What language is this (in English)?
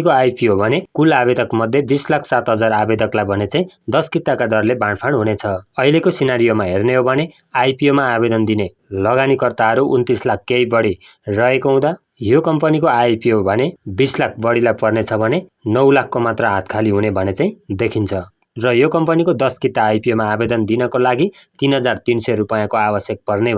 Nepali